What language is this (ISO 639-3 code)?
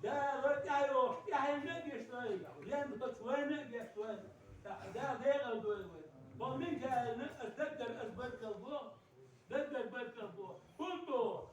inh